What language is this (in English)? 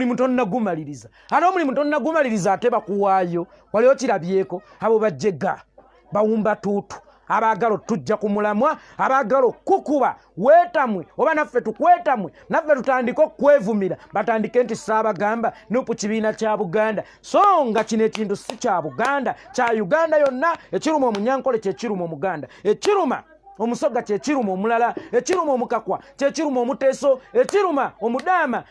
Ganda